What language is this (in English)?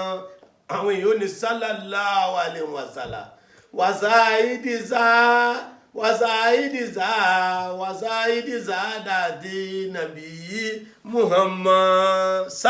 Yoruba